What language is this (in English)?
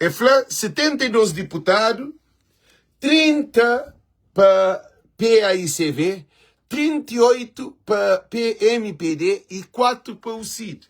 Kabuverdianu